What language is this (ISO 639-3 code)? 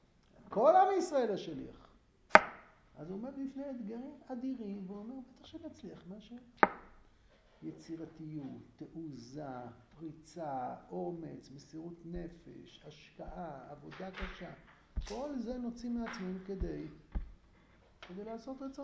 heb